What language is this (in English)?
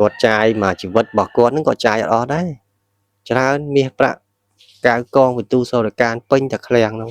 Khmer